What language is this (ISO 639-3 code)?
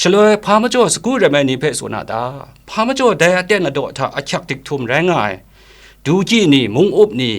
kac